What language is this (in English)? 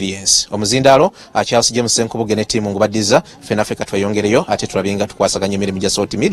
Ganda